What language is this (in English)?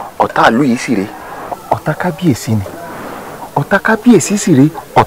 Yoruba